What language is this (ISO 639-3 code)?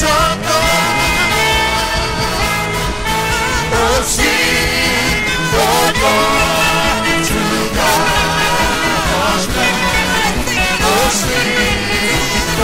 eng